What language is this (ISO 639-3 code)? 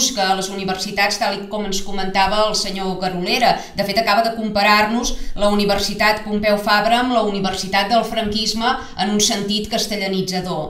cat